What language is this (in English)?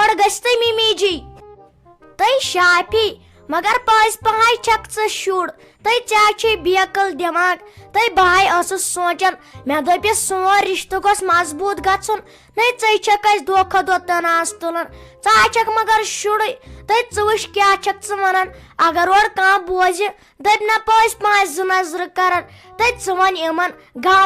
Kashmiri